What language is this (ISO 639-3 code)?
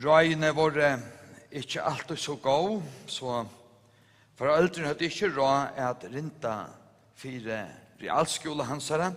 fao